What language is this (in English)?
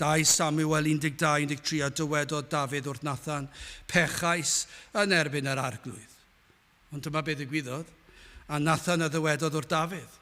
Welsh